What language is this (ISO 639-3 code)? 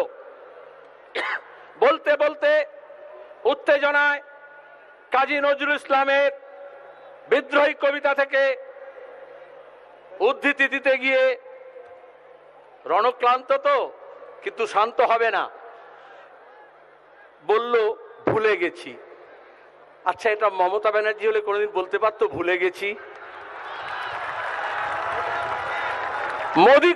ben